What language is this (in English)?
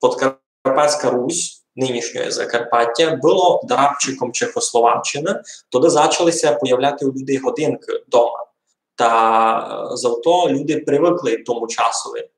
Rusyn